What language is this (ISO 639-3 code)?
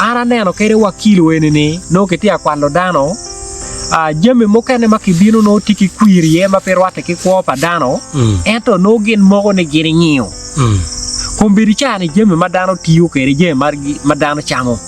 ach